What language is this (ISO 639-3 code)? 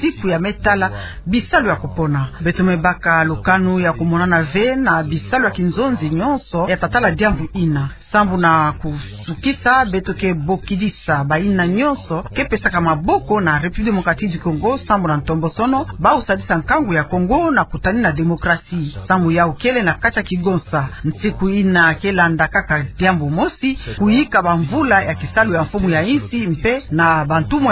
ktu